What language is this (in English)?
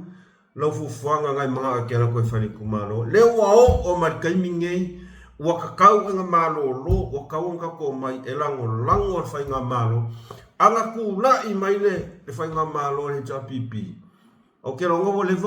Samoan